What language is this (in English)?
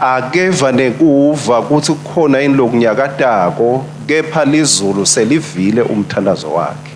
Swati